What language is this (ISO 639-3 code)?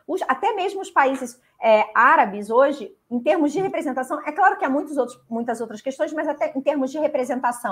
por